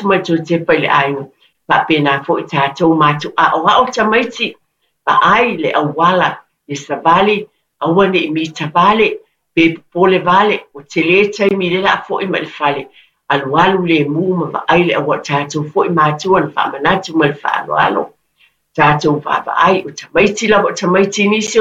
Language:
Samoan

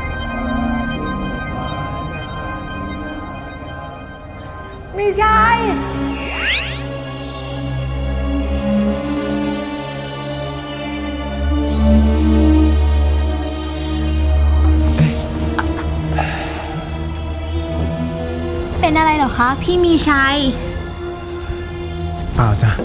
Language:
Thai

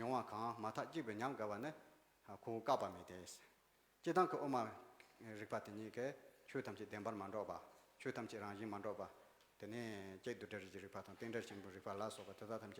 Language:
Tibetan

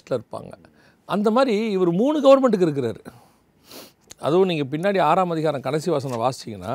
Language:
Tamil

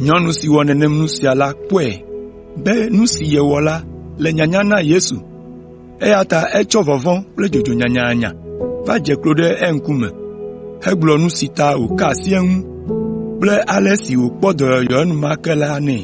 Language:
Ewe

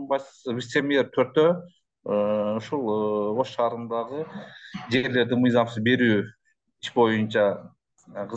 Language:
Kyrgyz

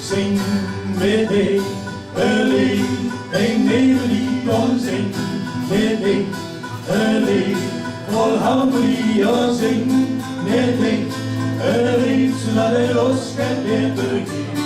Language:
Limburgish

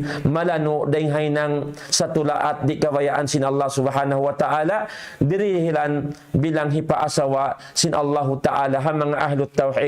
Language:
Tausug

